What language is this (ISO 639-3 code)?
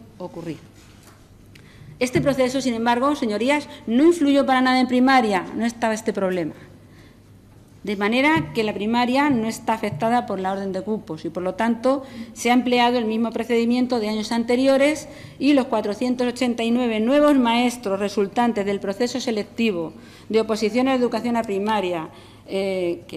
spa